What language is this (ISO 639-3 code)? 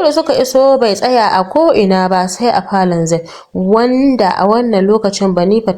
hau